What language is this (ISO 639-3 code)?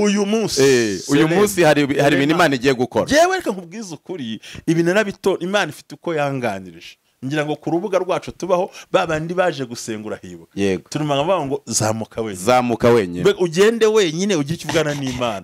kin